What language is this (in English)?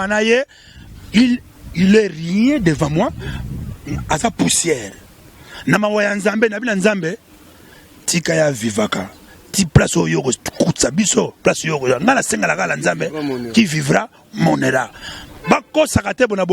Lingala